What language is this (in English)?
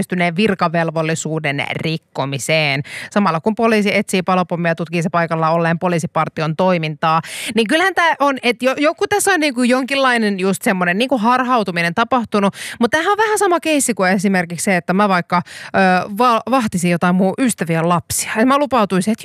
Finnish